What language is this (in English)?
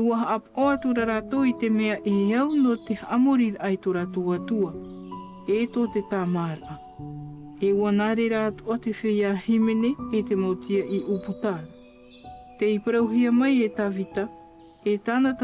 Tahitian